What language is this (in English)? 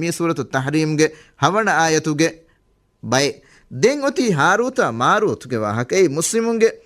Divehi